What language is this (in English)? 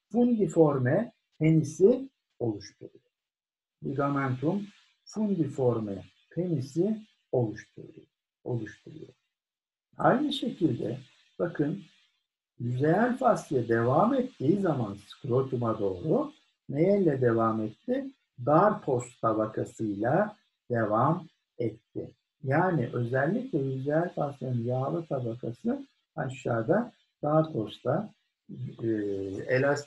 Turkish